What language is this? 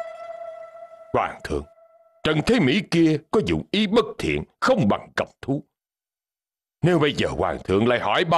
Vietnamese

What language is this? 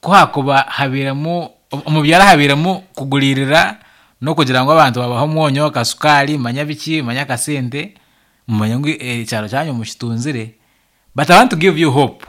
Nyankole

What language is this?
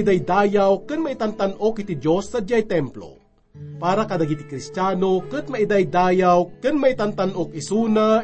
Iloko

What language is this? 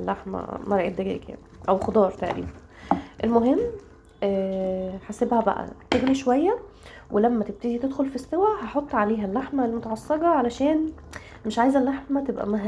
Egyptian Arabic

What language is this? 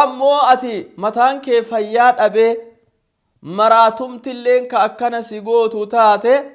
Oromo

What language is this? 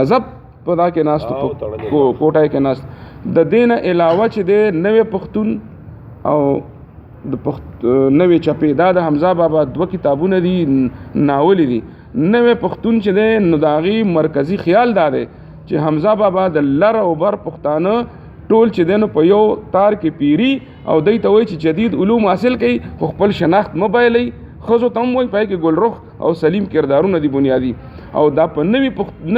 Pashto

